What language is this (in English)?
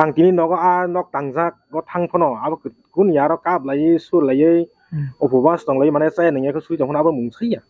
Kok Borok